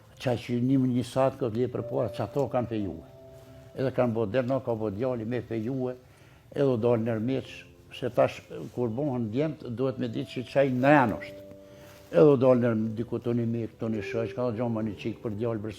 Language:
Albanian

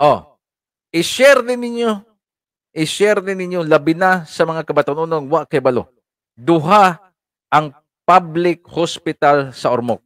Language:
Cebuano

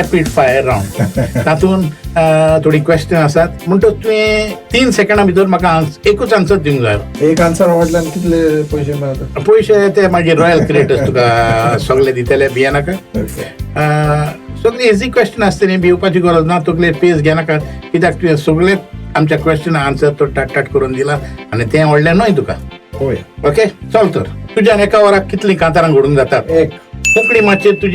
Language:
Konkani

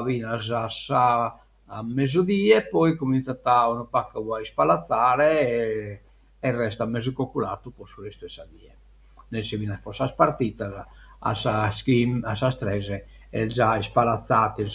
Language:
Sardinian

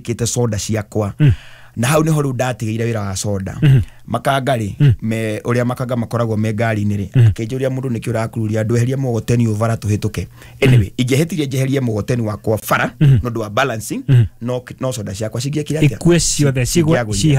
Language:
Kikuyu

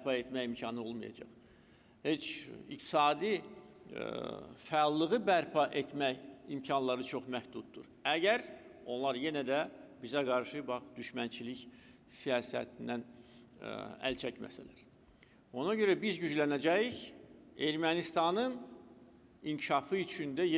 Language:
Azerbaijani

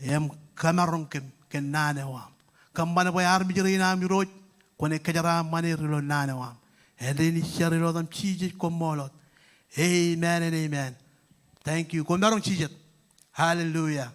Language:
Marshallese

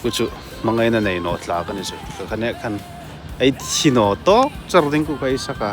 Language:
Hmar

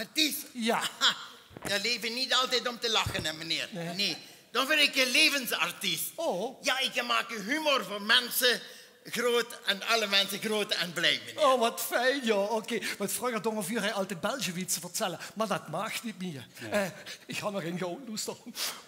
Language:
Limburgish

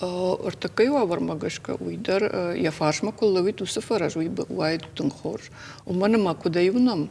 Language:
Ossetic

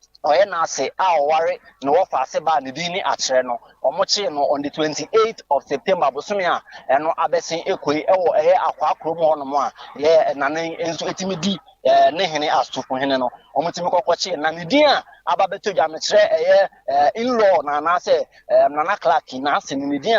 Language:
Akan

